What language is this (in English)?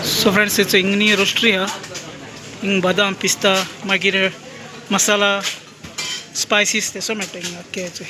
Konkani